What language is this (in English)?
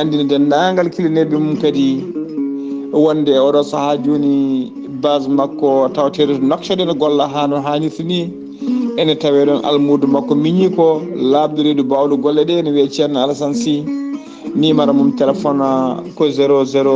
Fula